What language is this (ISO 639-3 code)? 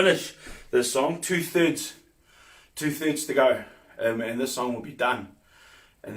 mri